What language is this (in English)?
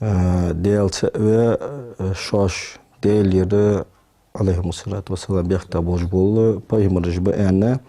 Ingush